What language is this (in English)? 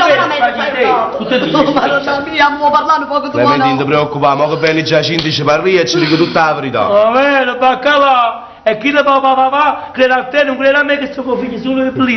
Neapolitan